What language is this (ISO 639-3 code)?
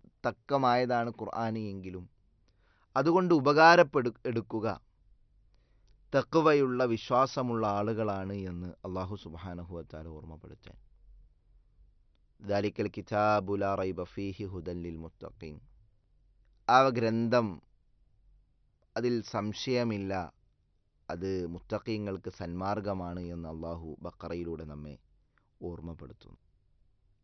mal